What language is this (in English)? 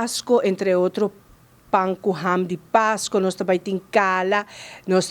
Papiamento